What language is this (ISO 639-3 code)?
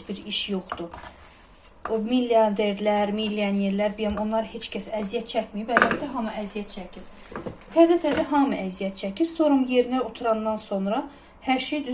aze